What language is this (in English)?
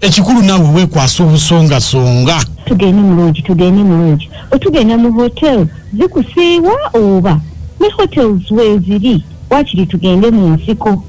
Ganda